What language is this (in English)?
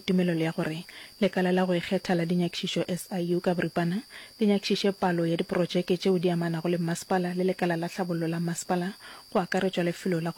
Northern Sotho